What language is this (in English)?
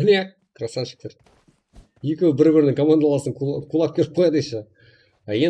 Kara-Kalpak